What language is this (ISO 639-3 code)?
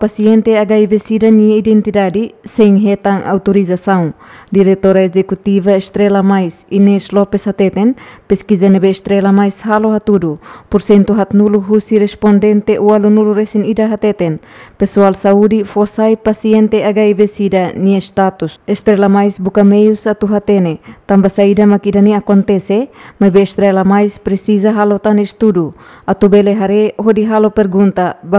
tet